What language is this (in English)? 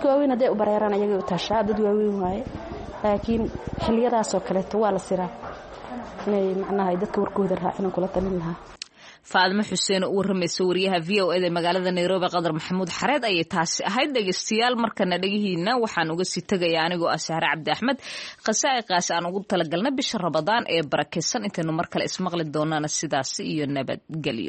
Somali